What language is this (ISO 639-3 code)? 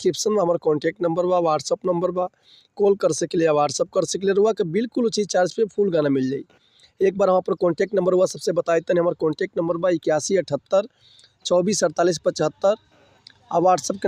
bho